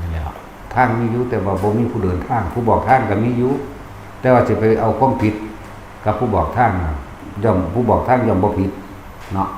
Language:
Northeastern Thai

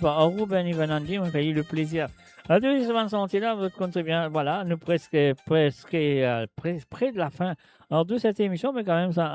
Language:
Morisyen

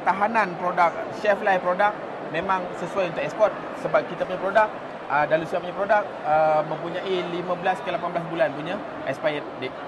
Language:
Malay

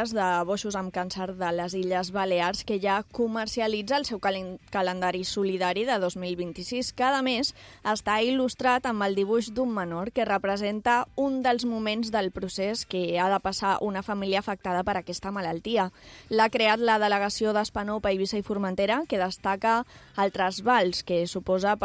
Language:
Catalan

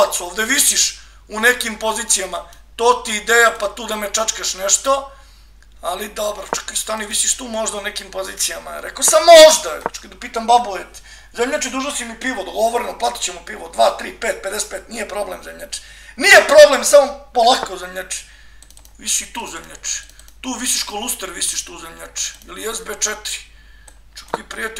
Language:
Serbian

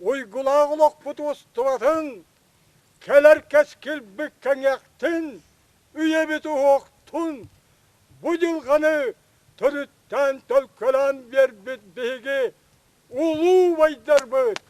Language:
Yakut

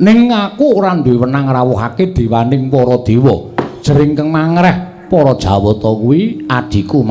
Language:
Javanese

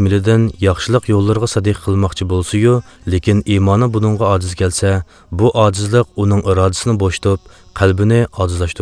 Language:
Uyghur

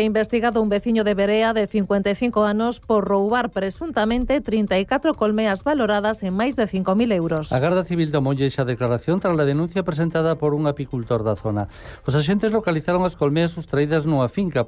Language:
Galician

